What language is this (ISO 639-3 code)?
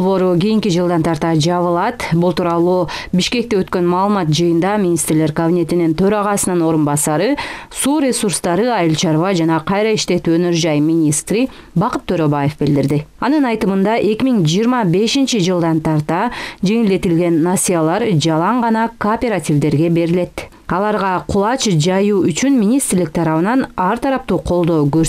kir